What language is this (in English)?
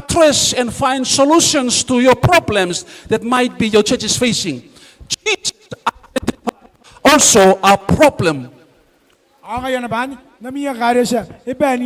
Gilbertese